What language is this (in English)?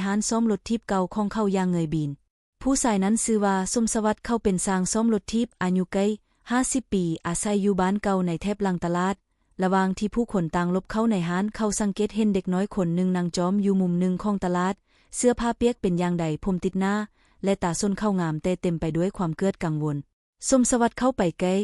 Lao